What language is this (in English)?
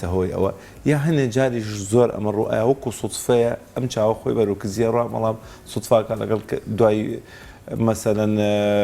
Central Kurdish